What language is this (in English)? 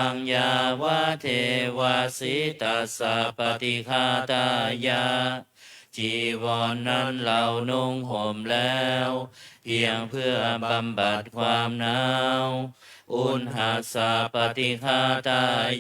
Pali